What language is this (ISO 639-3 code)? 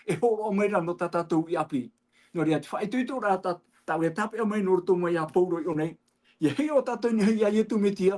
tah